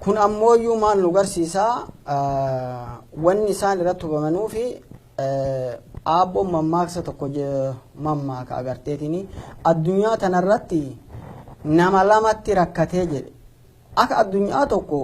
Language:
Oromo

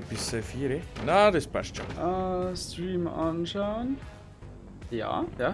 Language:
Bavarian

